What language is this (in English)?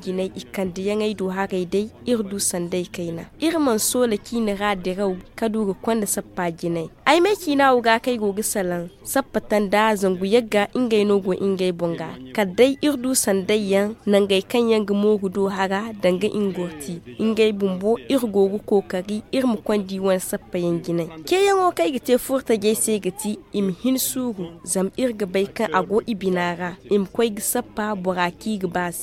Zarma